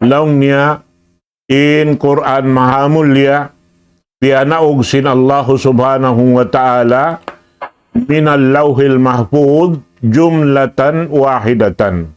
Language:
Tausug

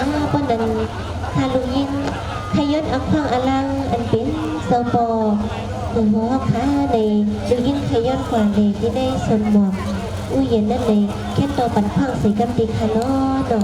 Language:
Shan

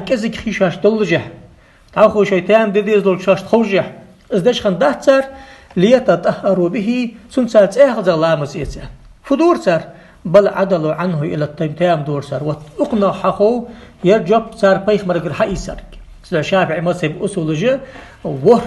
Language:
Ingush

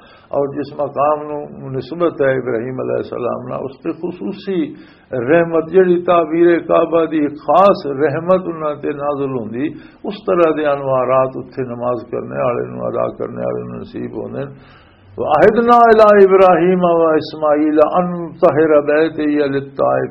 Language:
Western Panjabi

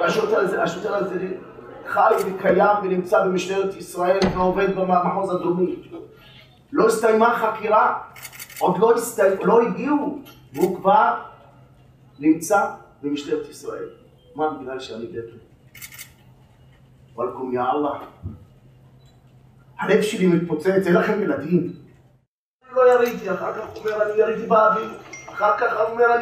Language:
Hebrew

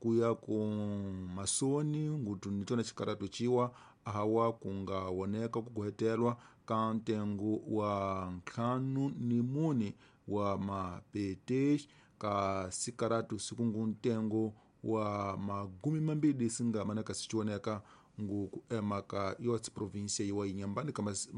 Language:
Tsonga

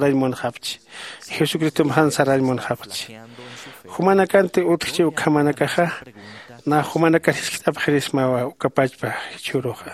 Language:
Aymara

